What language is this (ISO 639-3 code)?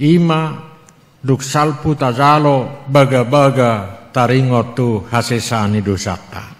bbc